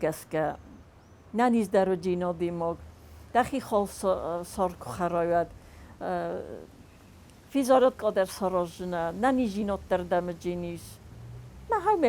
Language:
Ossetic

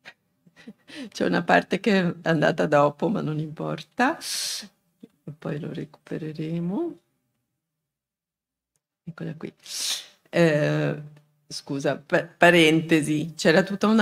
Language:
Italian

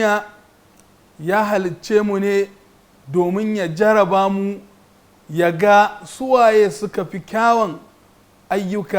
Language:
Hausa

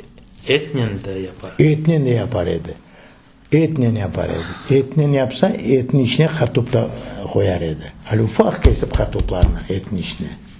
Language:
Crimean Tatar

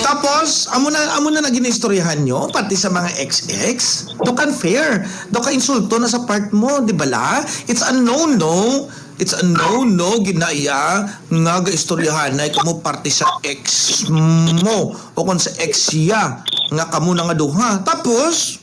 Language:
Hiligaynon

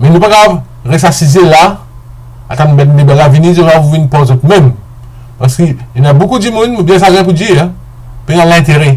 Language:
Morisyen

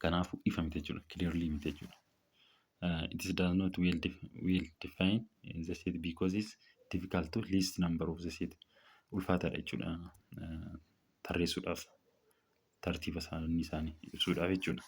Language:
Oromo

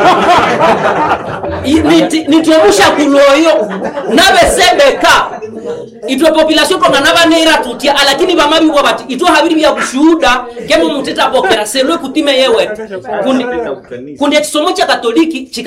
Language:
Swahili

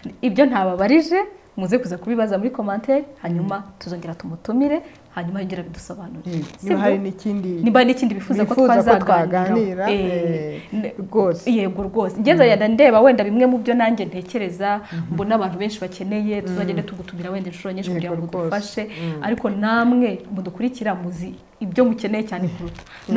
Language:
Kinyarwanda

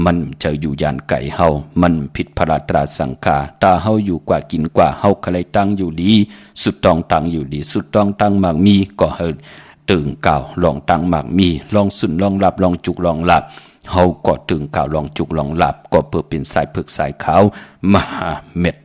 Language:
Shan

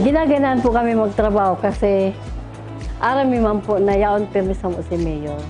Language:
Bikol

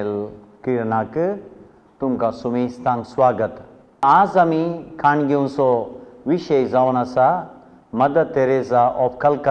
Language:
Konkani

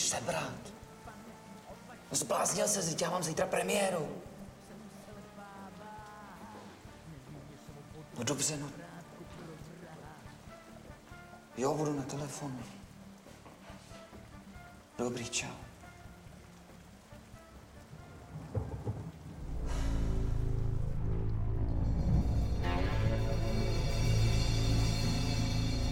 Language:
Czech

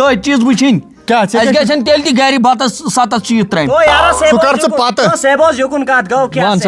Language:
Kashmiri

